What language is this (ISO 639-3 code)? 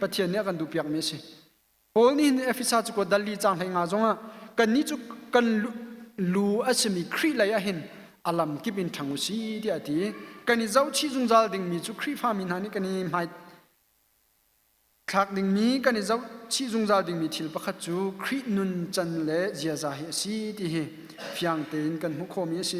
cnh